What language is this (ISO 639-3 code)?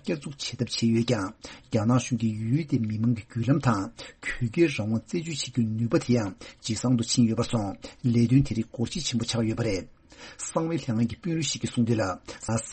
bod